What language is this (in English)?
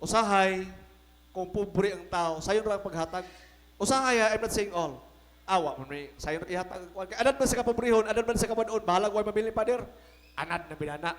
Cebuano